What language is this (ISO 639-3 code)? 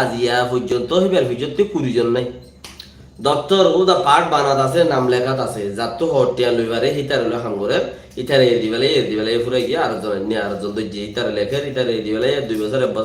rhg